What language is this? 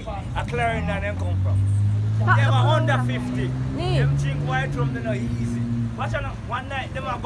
Jamaican Creole English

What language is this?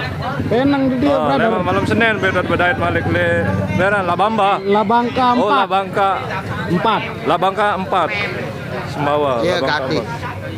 Sasak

